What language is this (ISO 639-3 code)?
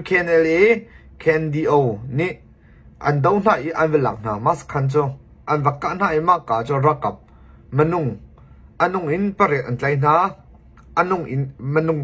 cnh